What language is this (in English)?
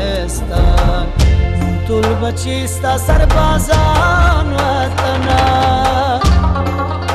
Persian